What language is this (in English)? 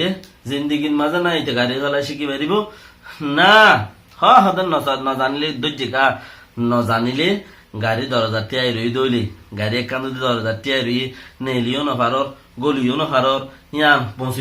Rohingya